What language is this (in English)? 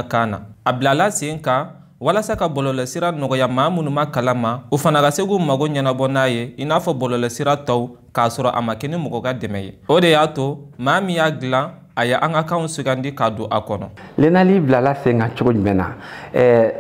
Bambara